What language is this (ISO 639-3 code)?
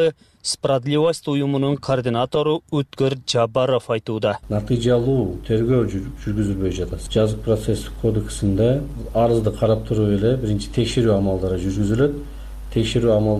kir